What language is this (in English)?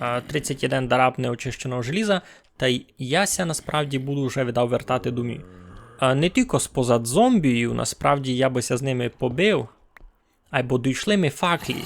Rusyn